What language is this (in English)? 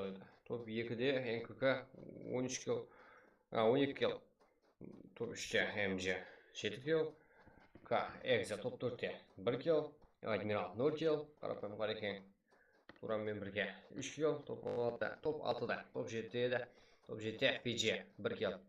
Kara-Kalpak